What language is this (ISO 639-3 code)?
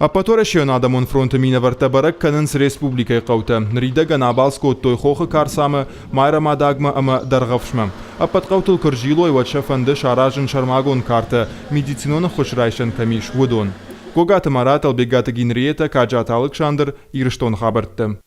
oss